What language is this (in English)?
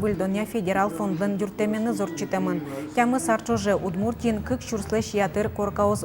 Udmurt